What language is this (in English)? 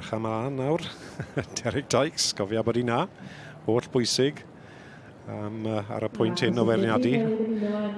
Welsh